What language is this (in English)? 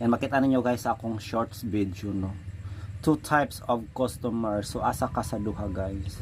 Cebuano